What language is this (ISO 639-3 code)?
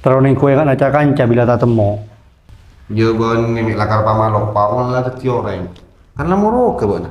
mad